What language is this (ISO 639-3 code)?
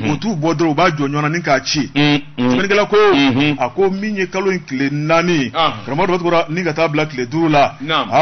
bam